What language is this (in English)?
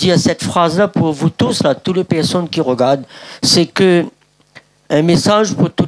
Réunion Creole French